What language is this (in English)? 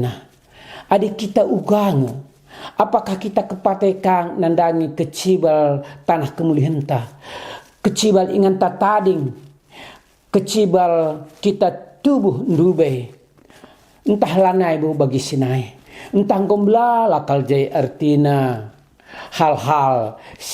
Batak Karo